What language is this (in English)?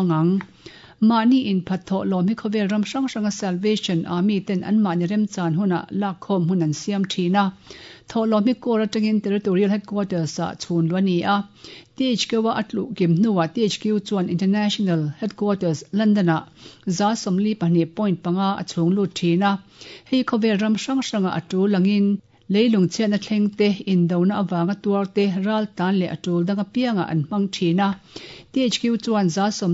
Mizo